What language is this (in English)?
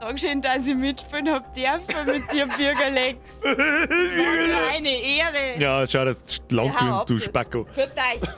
Bavarian